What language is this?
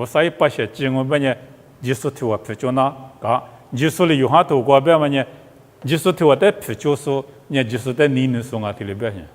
Lisu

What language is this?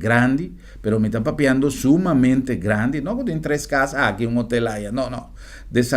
Papiamento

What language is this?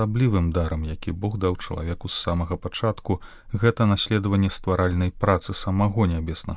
Belarusian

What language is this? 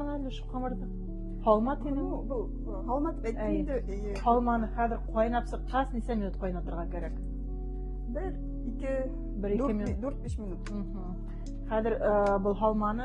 Bashkir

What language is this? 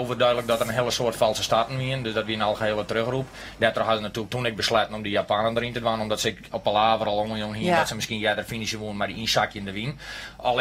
Western Frisian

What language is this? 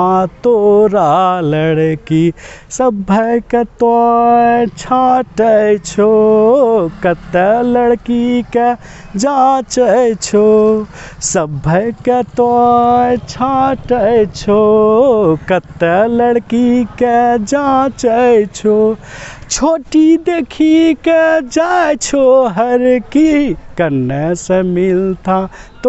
Angika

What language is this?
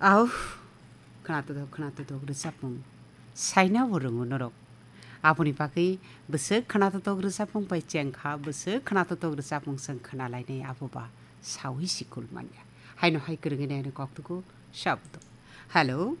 Kok Borok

